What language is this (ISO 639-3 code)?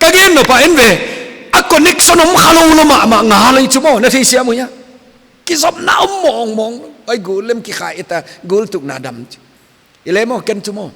pck